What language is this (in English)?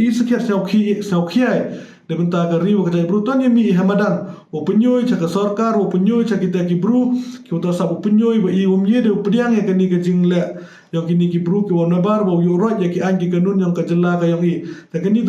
Pnar